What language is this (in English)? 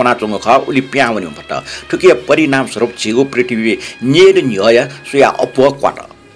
Newari